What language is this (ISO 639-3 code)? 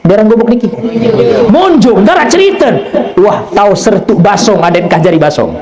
sas